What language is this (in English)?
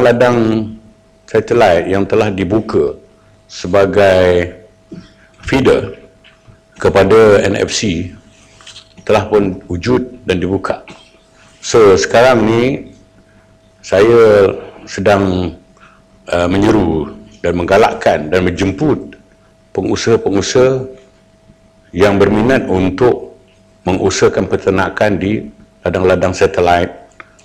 Malay